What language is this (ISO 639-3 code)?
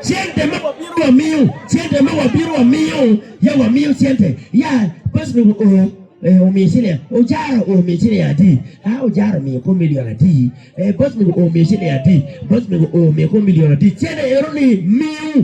ach